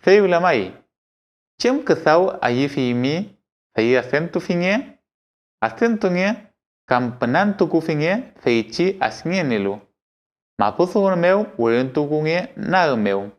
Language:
Mapuche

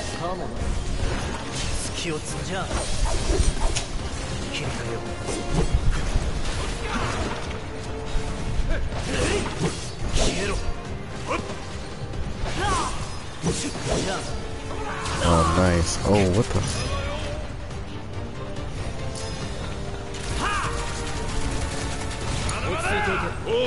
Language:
Japanese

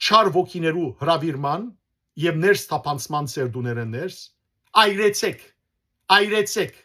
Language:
Western Armenian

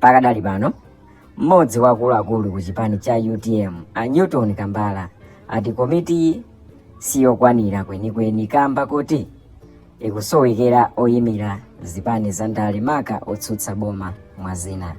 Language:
Nyanja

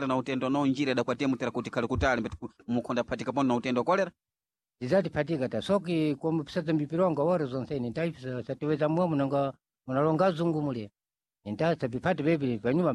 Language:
Sena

